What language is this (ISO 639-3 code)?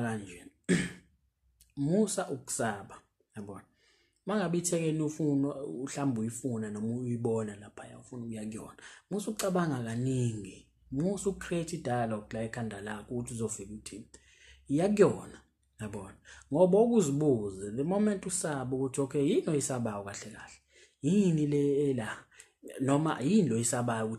zul